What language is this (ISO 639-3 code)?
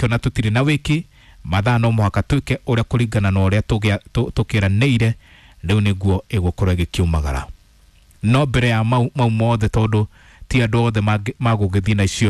kik